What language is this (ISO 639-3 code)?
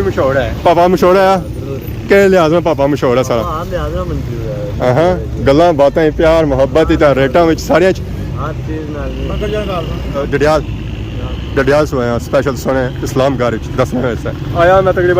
phr